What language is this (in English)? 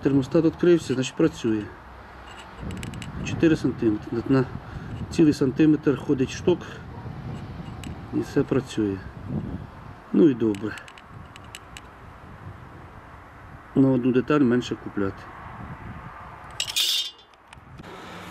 Ukrainian